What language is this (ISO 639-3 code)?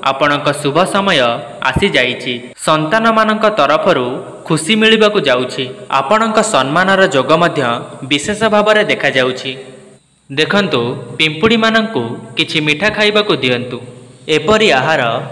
ori